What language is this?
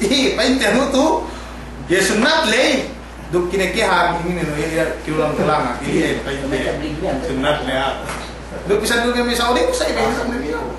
Yakan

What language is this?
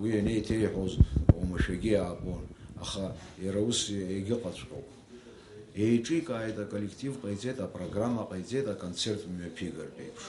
Abkhazian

